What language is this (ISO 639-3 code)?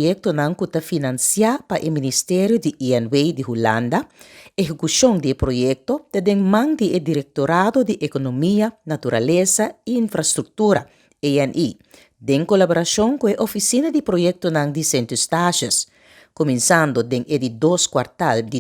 pap